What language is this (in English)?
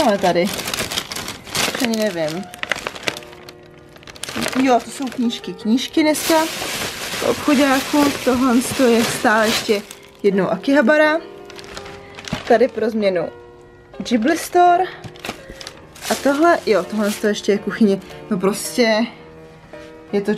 Czech